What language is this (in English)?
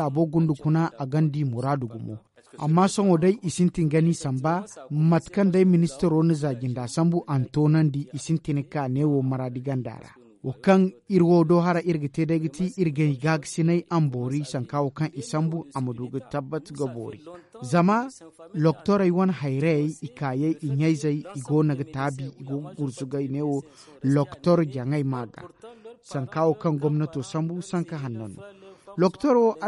Zarma